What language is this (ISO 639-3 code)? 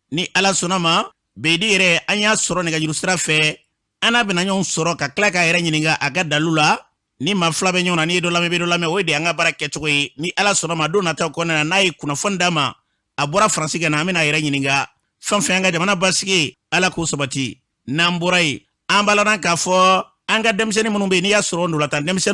bam